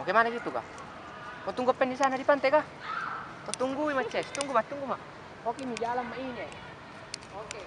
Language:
Makassar Malay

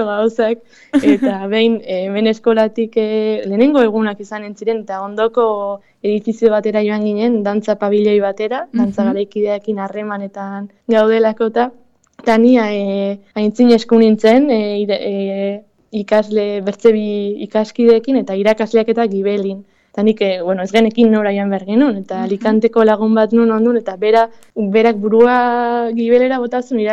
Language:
Basque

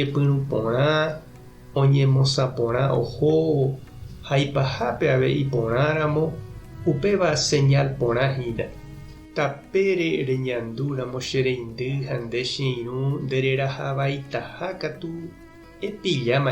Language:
Guarani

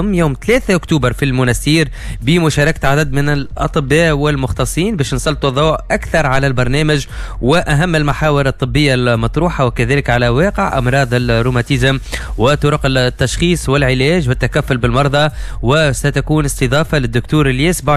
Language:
Tunisian Arabic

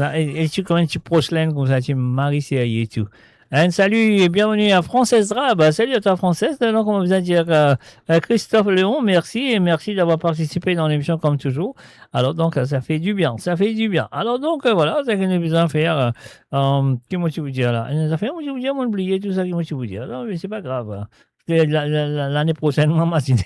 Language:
Morisyen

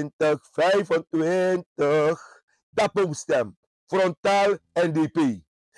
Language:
Sranan Tongo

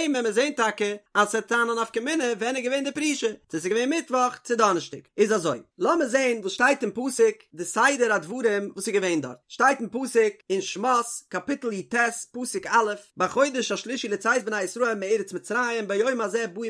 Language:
Yiddish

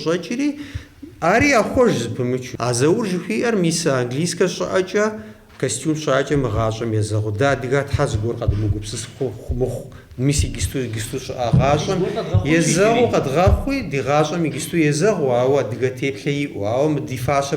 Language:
Kabardian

